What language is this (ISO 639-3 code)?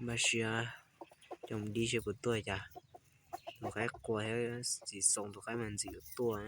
hmn